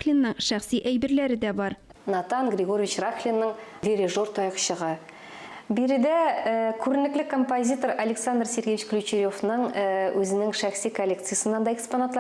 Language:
Tatar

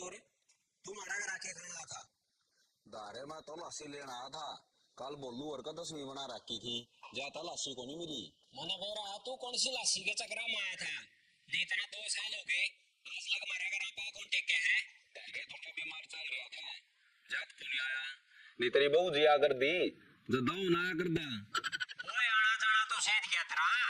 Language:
Haryanvi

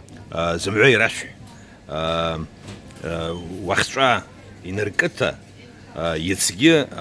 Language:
Abkhazian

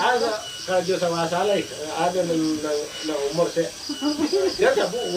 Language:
Minangkabau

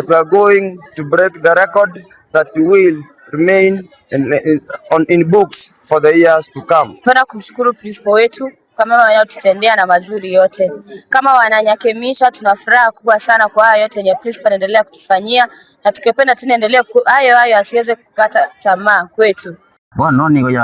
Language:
Gusii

